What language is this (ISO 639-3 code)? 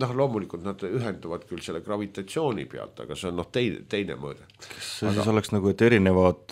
est